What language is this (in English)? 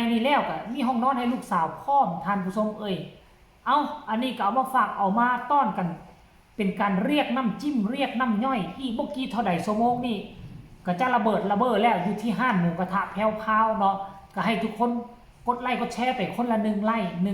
Northeastern Thai